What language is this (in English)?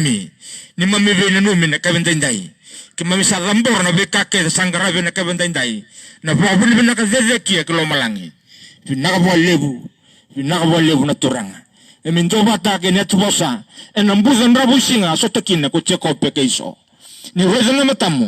Fijian